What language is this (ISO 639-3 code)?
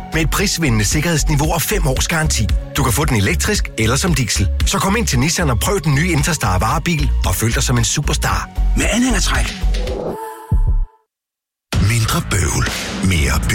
dan